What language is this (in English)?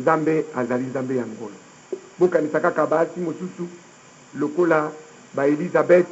Lingala